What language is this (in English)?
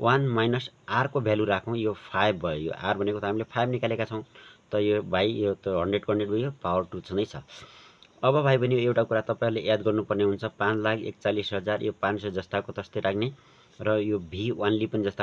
Nepali